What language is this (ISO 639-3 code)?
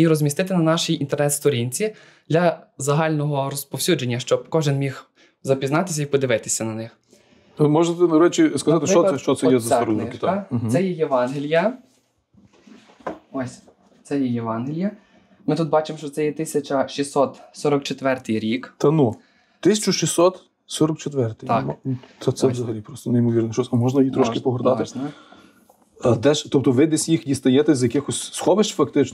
ukr